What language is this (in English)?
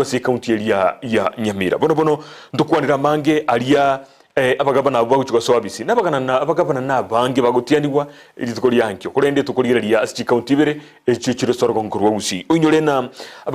Gusii